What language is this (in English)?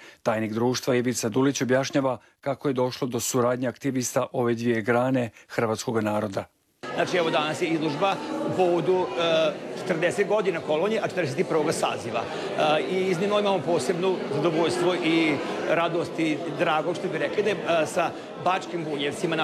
Croatian